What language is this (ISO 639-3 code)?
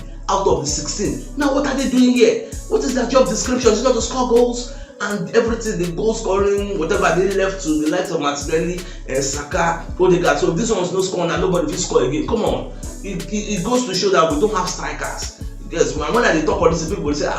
pcm